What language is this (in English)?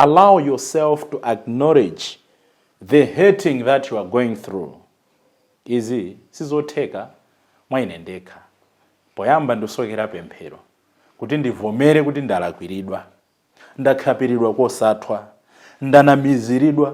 Nyanja